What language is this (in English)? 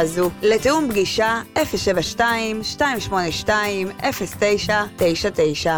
Hebrew